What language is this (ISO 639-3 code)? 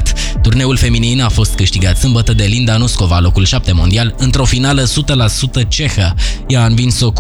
ron